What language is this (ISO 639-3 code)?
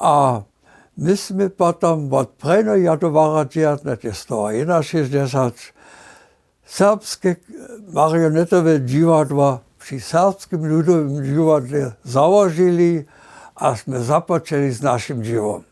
hsb